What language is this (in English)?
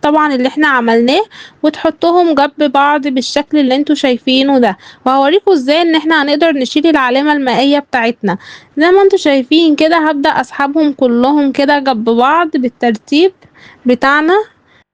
Egyptian Arabic